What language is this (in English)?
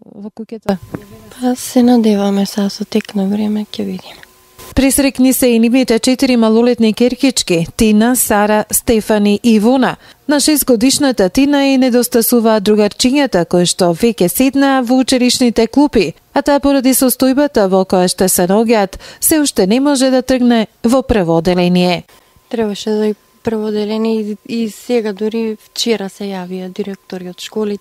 Macedonian